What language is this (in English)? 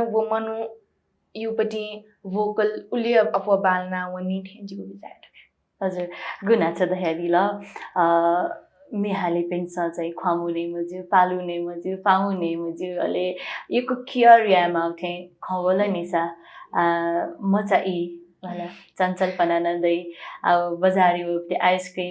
Newari